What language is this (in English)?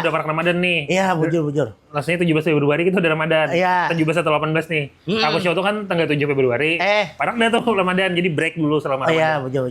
Banjar